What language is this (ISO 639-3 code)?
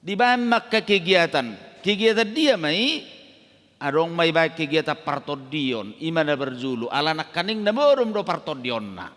bbc